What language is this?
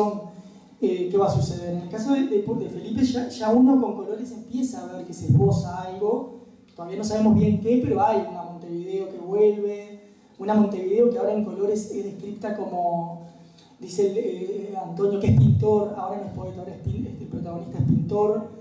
Spanish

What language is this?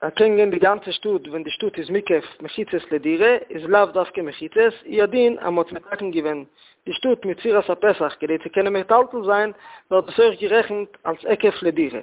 Yiddish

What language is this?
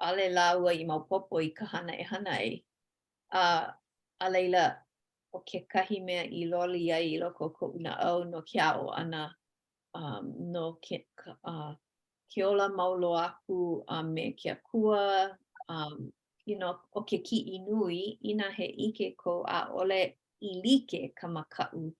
Hawaiian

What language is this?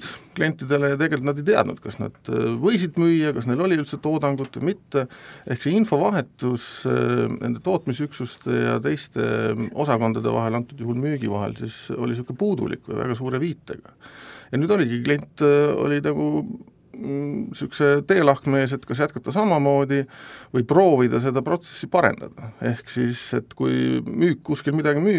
Estonian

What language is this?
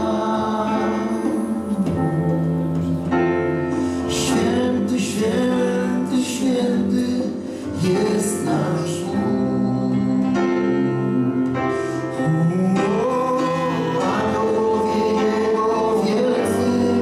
Polish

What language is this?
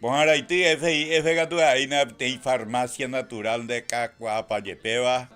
Guarani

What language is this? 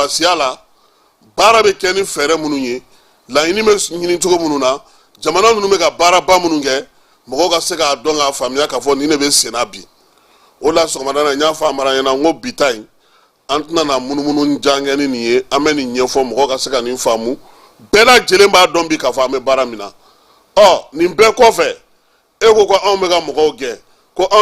Bambara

